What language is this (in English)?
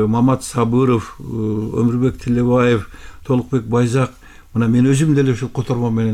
Kyrgyz